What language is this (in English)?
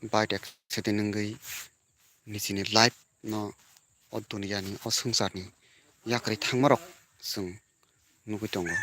Kok Borok